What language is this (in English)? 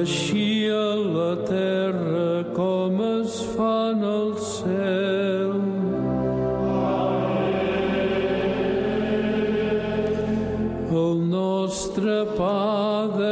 Catalan